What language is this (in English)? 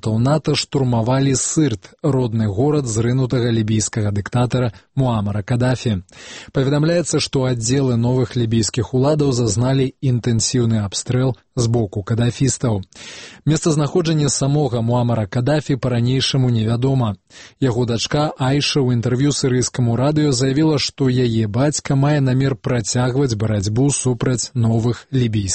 Belarusian